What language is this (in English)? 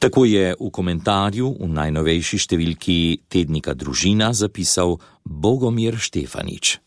Slovenian